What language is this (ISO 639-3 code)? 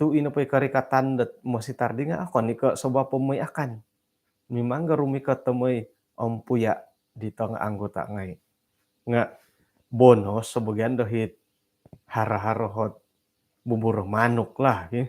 dtp